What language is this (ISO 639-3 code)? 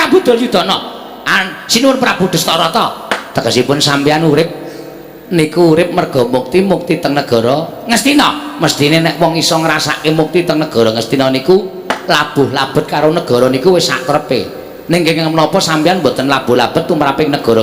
jav